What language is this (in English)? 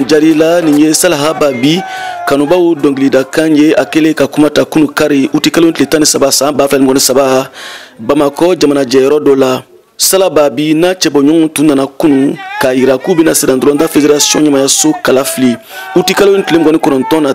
Bambara